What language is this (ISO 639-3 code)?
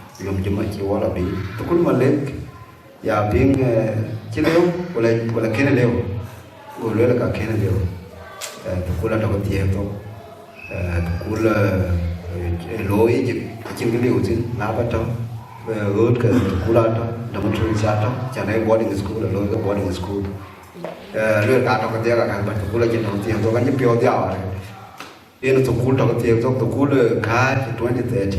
din